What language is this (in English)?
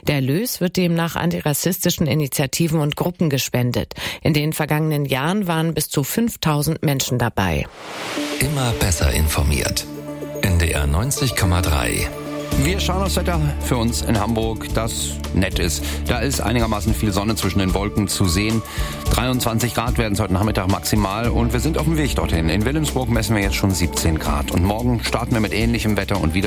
German